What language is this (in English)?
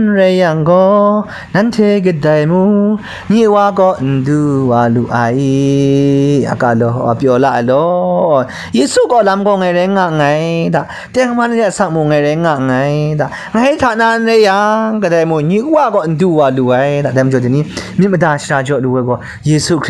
Kachin